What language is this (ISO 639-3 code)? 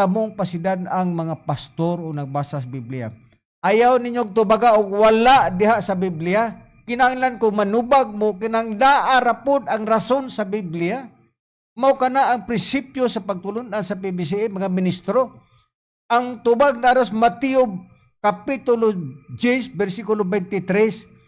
ceb